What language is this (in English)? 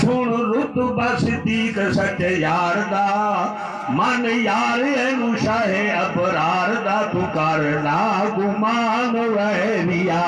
Saraiki